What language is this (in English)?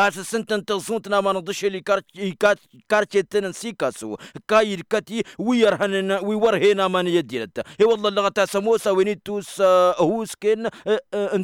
Tamasheq